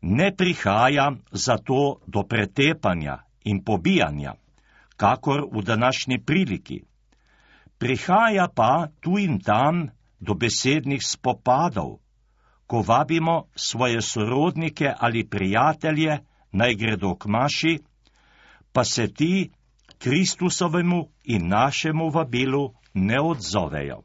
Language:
Slovenian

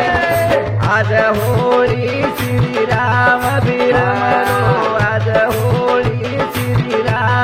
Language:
Lambadi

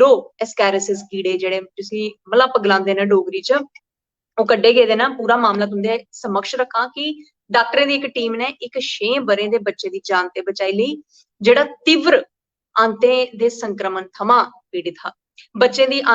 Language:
Dogri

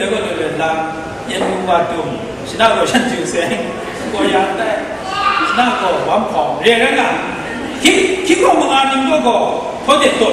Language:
Kachin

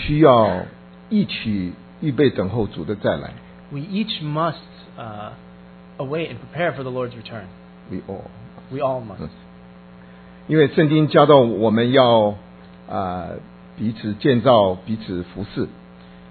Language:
Chinese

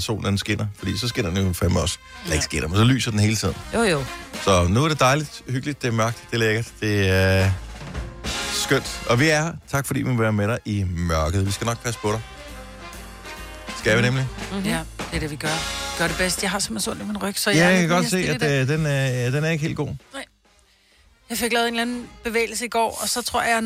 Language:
Danish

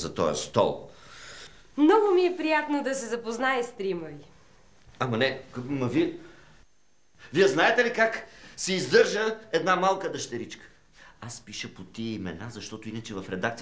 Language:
Bulgarian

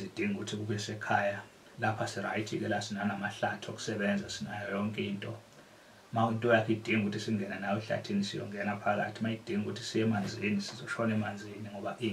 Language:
Zulu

